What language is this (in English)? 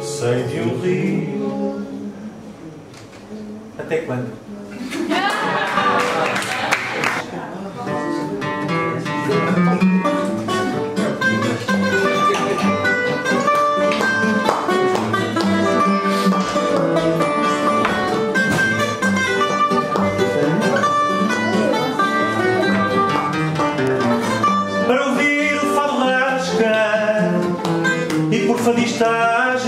Portuguese